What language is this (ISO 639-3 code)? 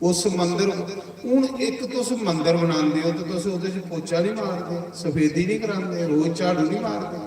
doi